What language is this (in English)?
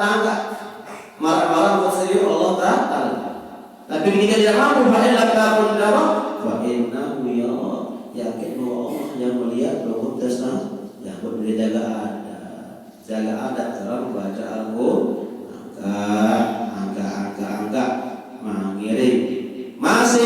Sasak